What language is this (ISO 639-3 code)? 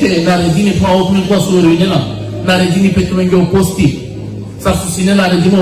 rmn